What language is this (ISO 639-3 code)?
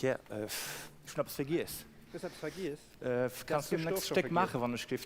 ltz